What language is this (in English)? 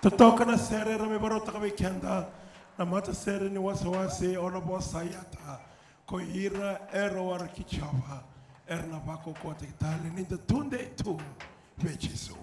Fijian